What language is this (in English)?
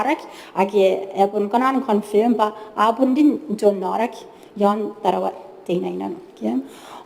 Gilbertese